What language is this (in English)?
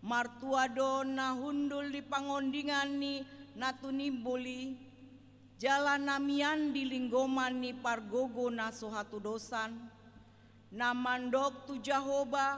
Batak Toba